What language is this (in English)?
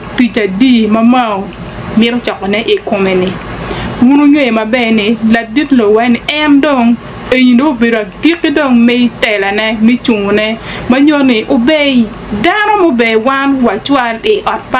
Acoli